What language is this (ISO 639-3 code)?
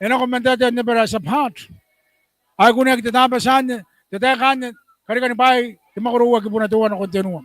gil